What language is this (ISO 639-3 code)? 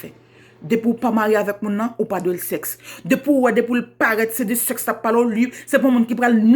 hat